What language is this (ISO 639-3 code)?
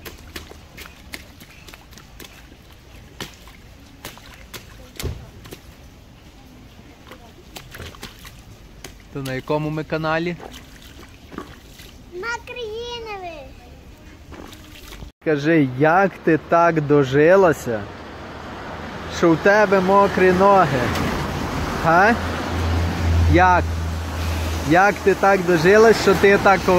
ukr